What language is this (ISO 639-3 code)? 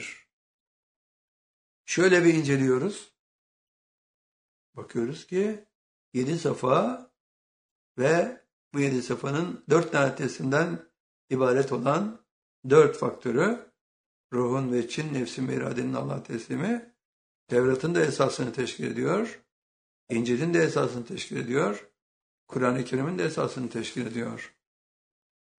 tur